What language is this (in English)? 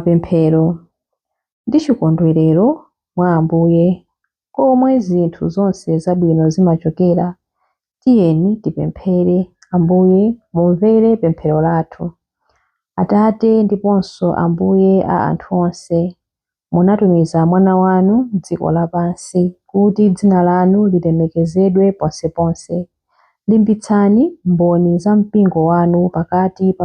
Nyanja